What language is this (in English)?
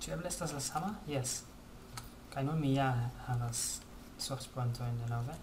Esperanto